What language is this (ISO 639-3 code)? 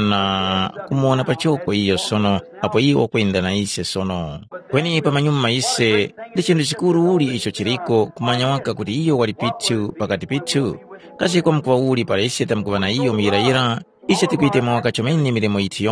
tum